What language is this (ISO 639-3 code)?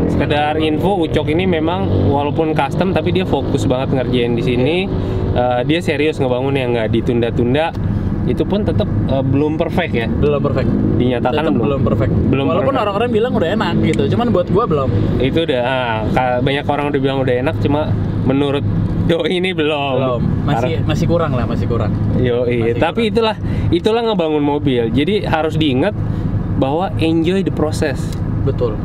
ind